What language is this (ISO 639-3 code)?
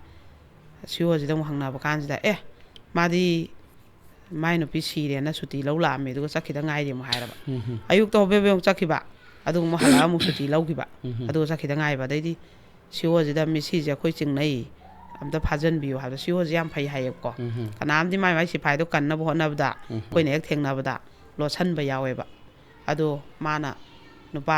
mni